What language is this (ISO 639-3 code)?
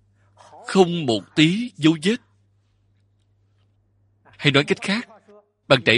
vie